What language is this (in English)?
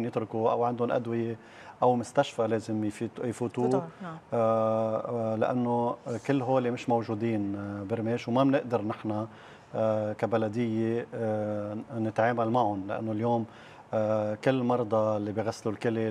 North Levantine Arabic